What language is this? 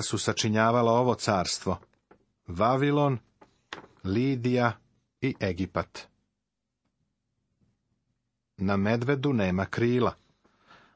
Serbian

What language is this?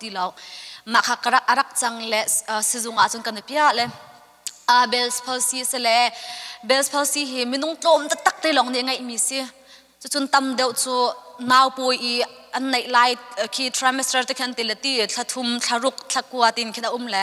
Hakha Chin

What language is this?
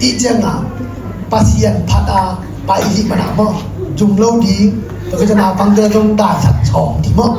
Tedim Chin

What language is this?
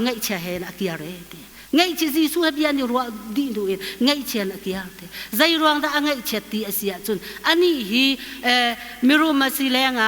Hakha Chin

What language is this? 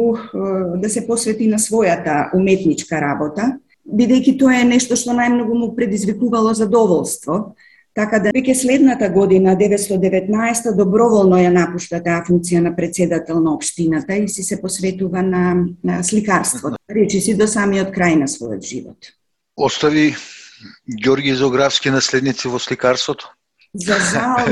Macedonian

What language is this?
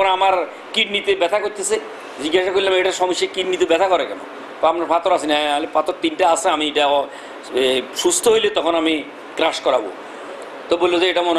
Bangla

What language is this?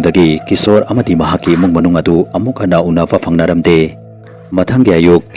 Manipuri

